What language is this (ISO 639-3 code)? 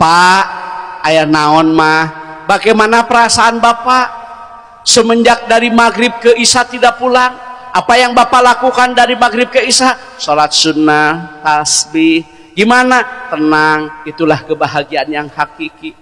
sun